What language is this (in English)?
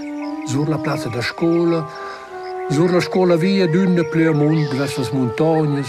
Romansh